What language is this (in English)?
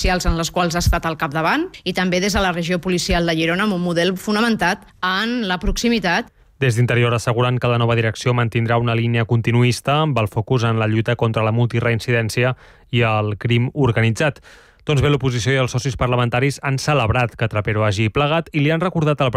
Catalan